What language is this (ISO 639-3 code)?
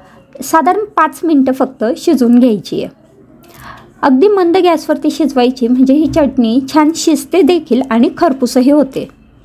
mar